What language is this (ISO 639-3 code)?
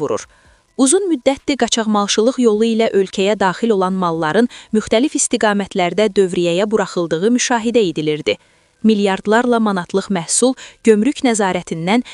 aze